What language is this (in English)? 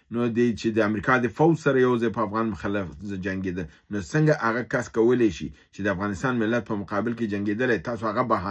Pashto